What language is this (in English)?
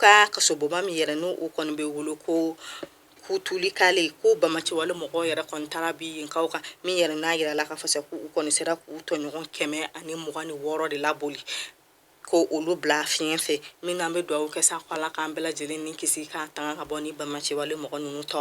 Bambara